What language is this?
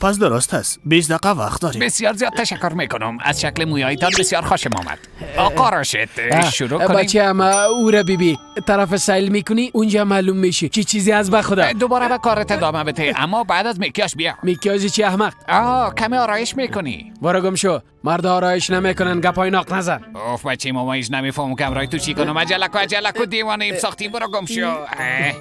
Persian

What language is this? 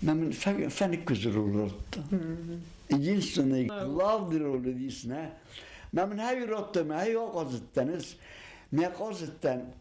Ossetic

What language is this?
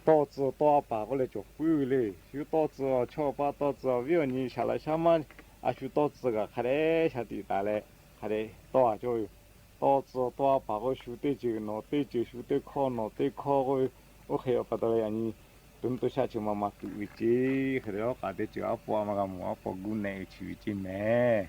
Lahu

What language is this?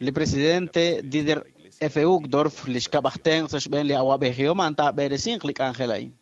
Kekchí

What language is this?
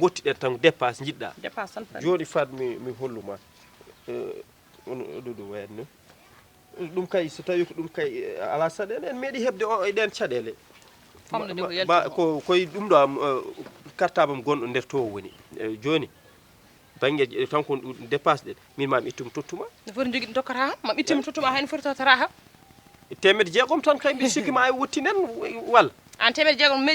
Fula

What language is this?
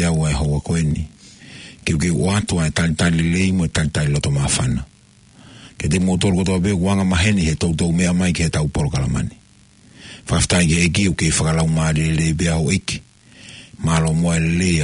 Tongan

